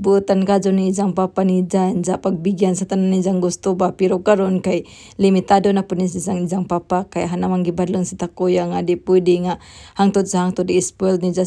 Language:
Cebuano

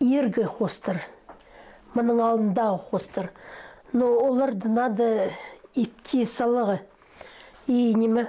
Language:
Khakas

